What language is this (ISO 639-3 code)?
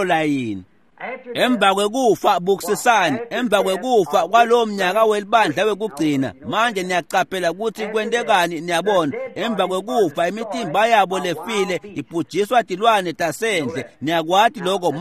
ssw